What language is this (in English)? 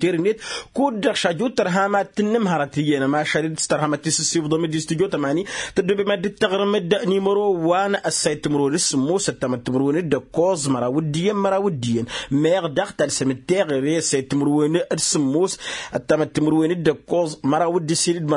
Tamasheq